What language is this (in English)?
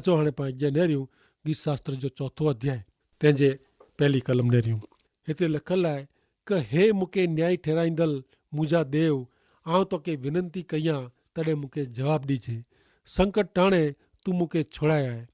Kachhi